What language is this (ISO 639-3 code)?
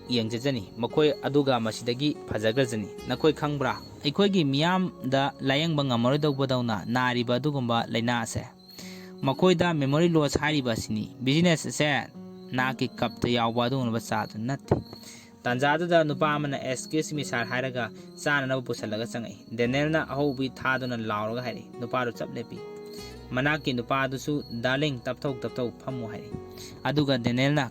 mni